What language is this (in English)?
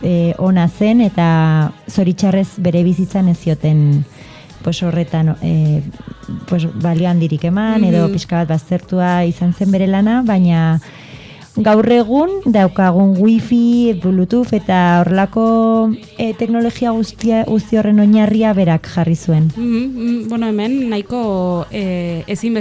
Basque